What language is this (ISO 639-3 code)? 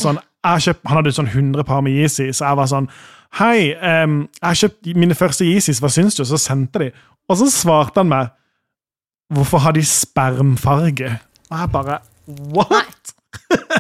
nor